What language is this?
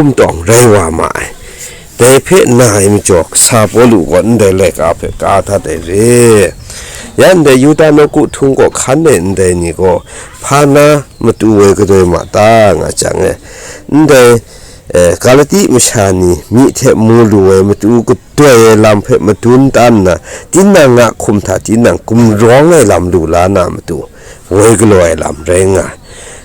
Kachin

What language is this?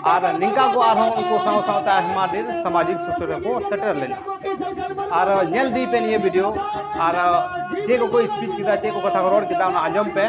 Santali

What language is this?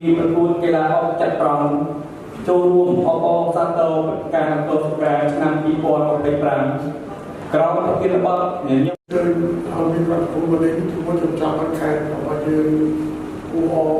Khmer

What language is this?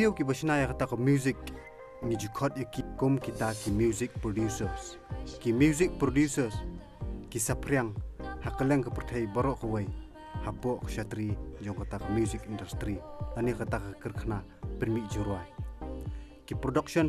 Khasi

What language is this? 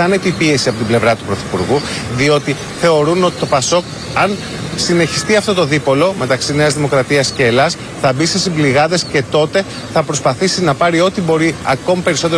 Greek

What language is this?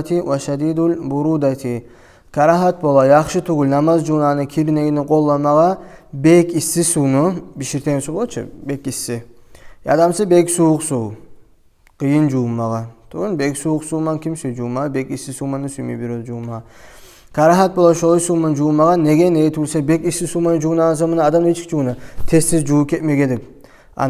Kumyk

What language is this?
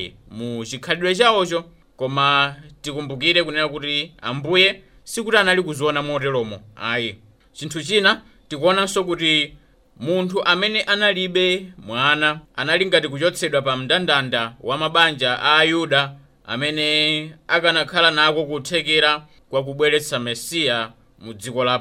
Nyanja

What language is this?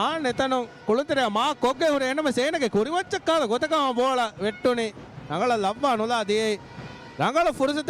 Divehi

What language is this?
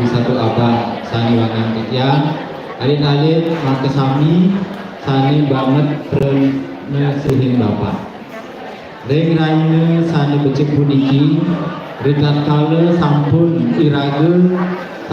Balinese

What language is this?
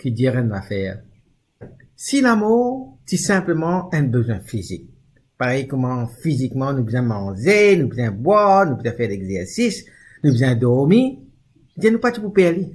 Morisyen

